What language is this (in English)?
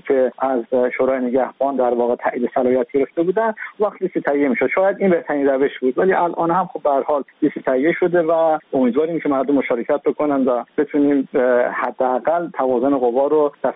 Persian